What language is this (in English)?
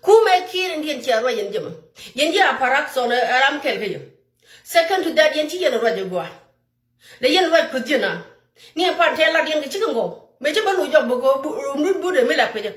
Nuer